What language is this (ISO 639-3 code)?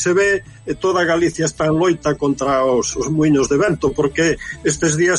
glg